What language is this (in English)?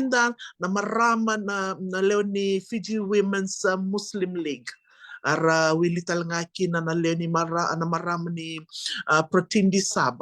Fijian